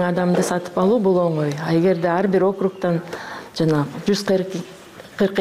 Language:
Kyrgyz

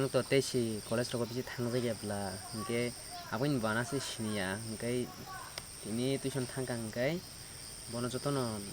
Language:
Kok Borok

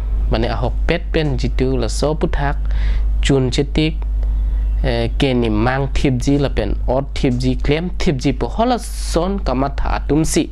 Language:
Karbi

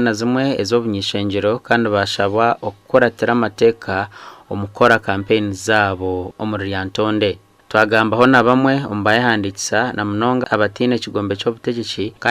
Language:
Nyankole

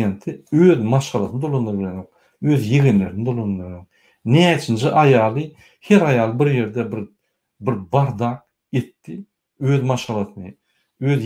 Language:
Turkmen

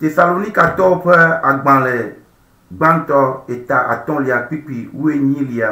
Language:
Ewe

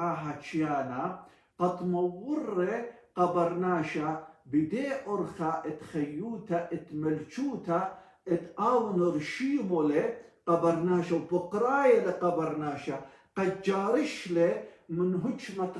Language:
Assyrian Neo-Aramaic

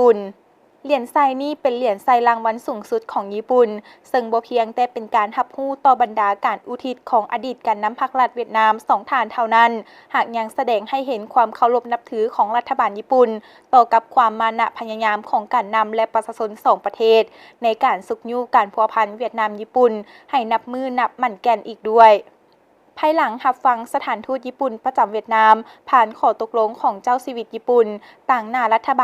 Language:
Lao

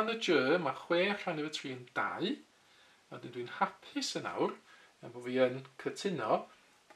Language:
Welsh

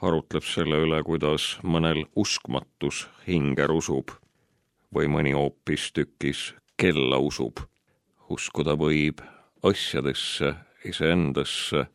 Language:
Estonian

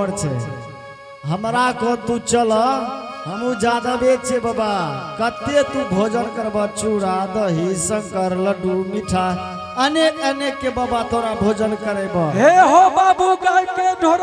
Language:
Angika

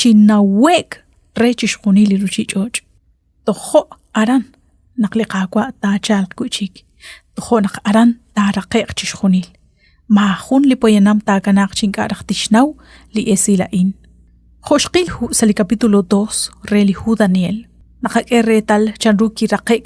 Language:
Kekchí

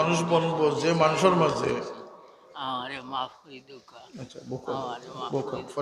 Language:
Sylheti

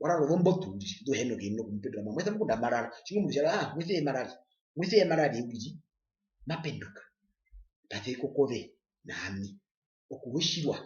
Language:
Herero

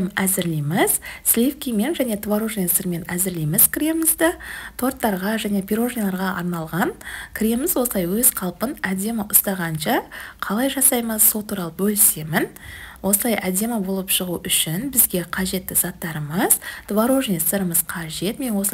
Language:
Kazakh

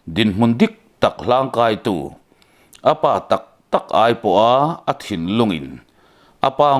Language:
Mizo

